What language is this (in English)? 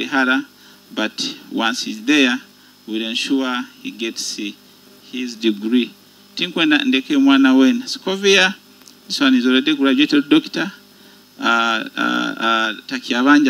Nyoro